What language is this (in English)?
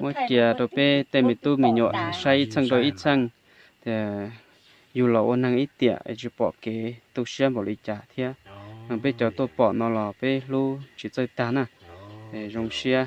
Hmong